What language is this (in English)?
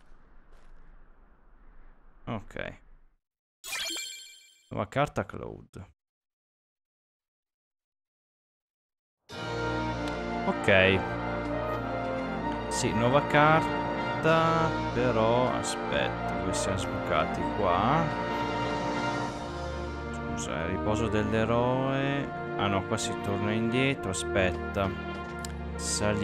Italian